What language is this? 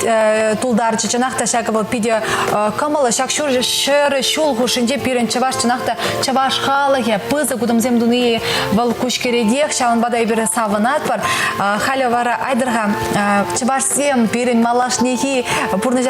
Chuvash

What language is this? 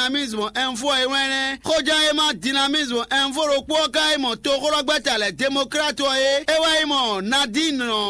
Fon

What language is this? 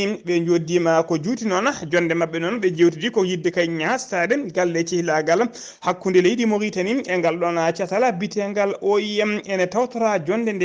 Fula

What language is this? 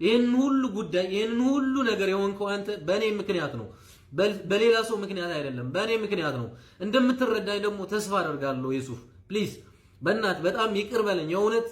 Amharic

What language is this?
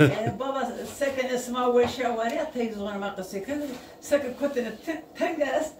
Zaza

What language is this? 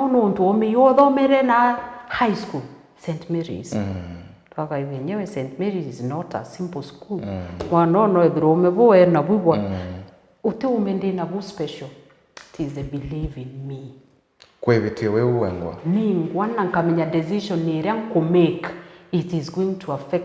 Meru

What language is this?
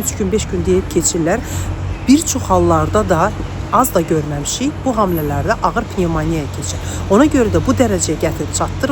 Azerbaijani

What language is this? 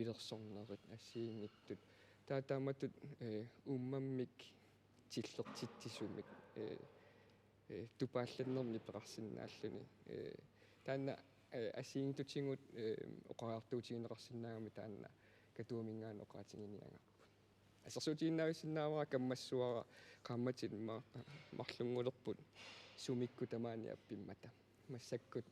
Kalaallisut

